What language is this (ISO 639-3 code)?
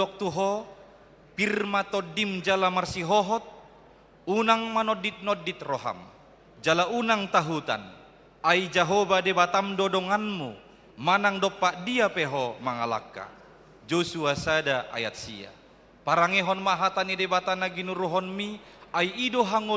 bbc